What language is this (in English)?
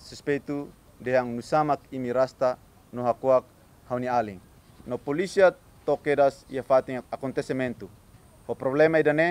Tetum